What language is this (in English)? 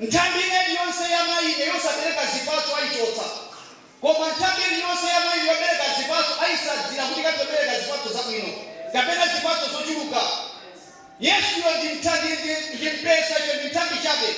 Nyanja